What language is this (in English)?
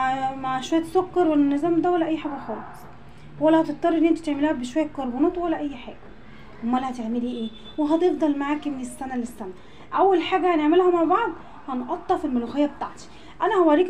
Egyptian Arabic